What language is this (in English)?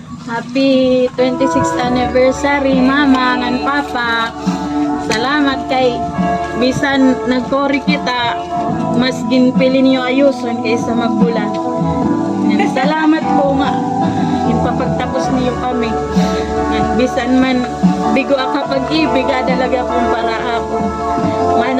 Waray